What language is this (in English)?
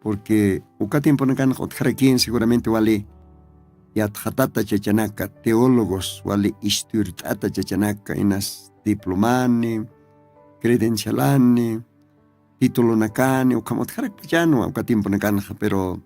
Aymara